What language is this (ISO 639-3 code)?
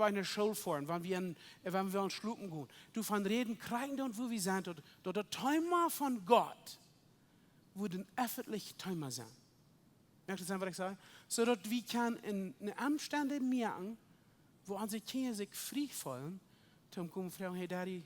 pdt